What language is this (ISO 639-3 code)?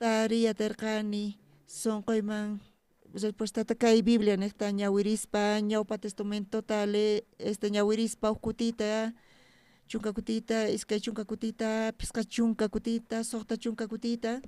quh